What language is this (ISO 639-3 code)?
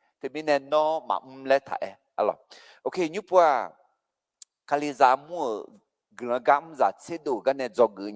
ahk